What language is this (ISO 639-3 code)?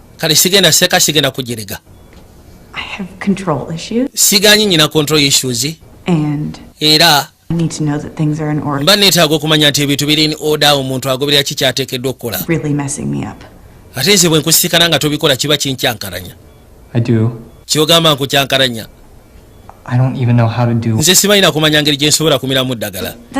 lug